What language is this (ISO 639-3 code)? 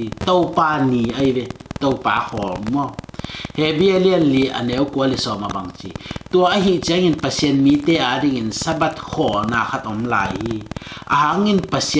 ctd